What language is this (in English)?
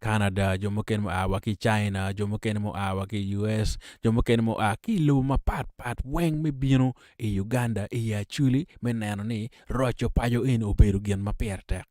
Acoli